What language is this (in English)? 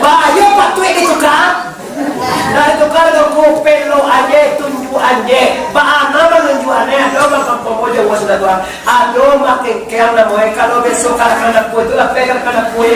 Minangkabau